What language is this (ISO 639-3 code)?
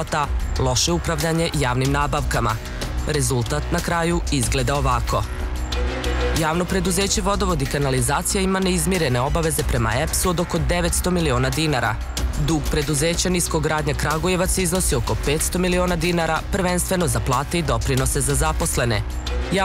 srp